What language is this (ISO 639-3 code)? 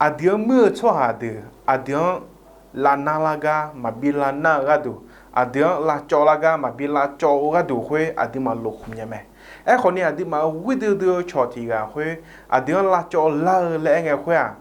ahk